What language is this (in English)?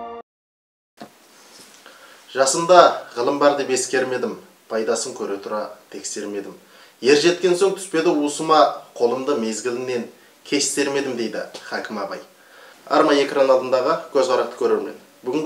Kazakh